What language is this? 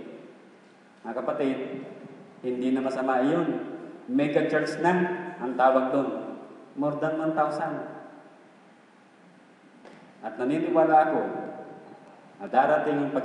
Filipino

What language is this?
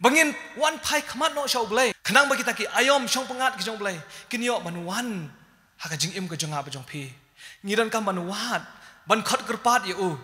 Khasi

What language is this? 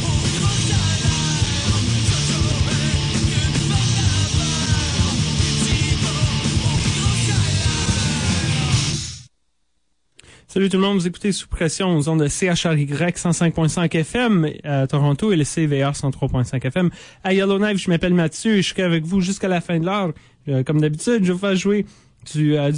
French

